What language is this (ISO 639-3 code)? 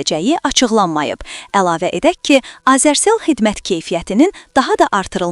aze